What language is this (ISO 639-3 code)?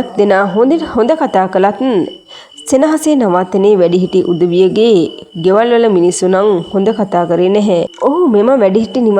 sin